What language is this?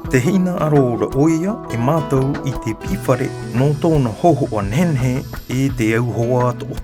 Tahitian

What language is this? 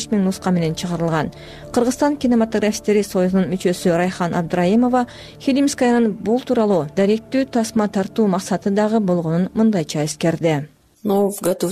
Kyrgyz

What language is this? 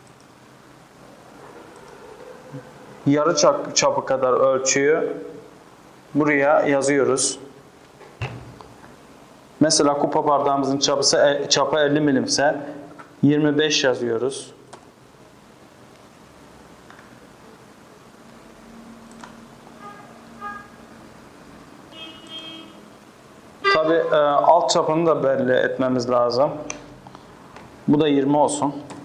Turkish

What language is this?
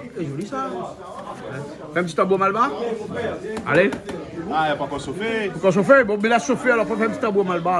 Réunion Creole French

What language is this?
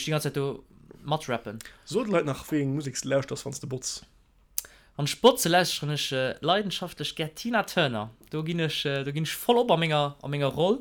Luxembourgish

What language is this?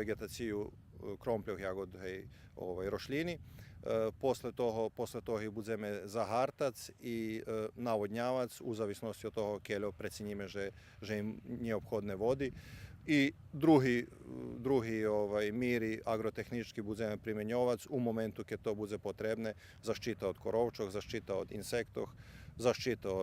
Rusyn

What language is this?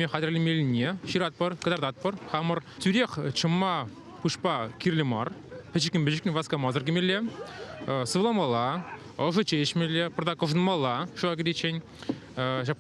Chuvash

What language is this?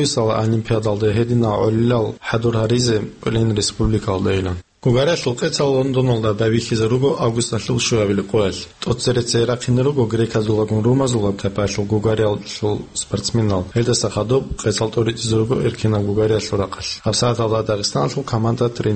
Avaric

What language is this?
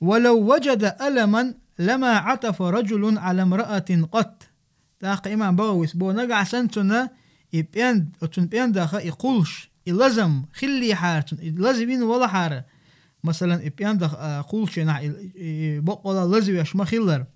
Chechen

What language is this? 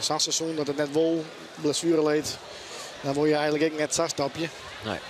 Western Frisian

